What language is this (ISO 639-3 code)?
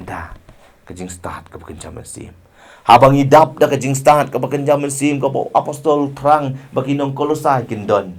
kha